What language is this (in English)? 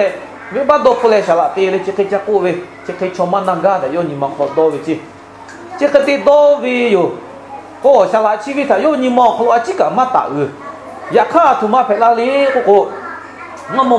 Lahu